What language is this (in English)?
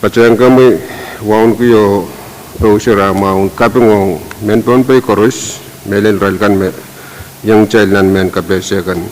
Pohnpeian